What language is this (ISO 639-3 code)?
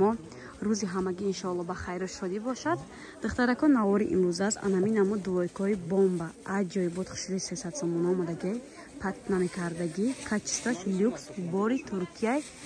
tgk